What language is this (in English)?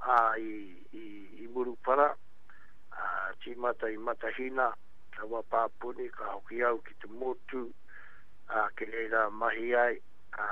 Māori